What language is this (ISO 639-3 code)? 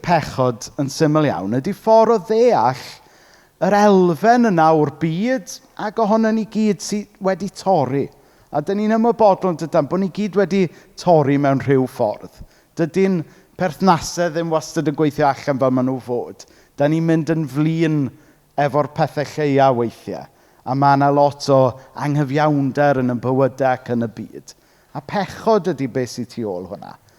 cym